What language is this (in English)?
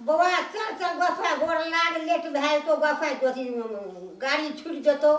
Maithili